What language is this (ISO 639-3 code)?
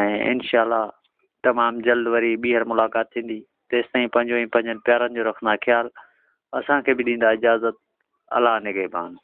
snd